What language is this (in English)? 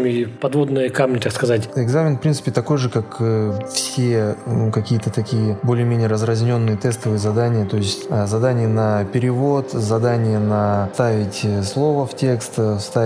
Russian